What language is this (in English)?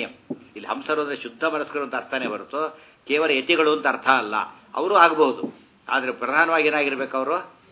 Kannada